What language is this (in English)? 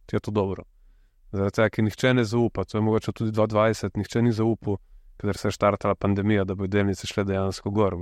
Slovenian